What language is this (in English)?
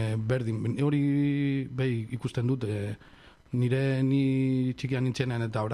Basque